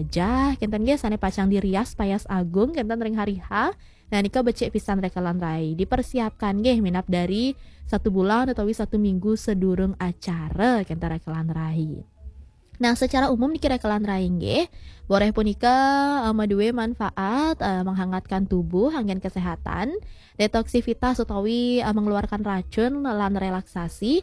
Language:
Balinese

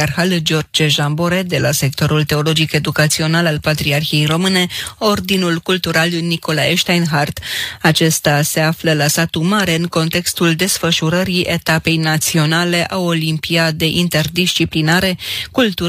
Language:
Romanian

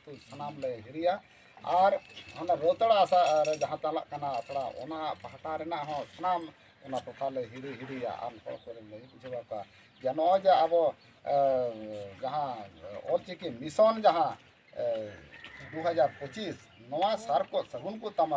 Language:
Santali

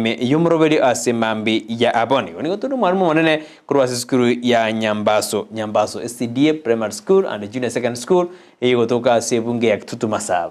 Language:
Gusii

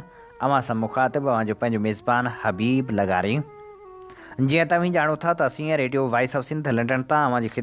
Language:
Sindhi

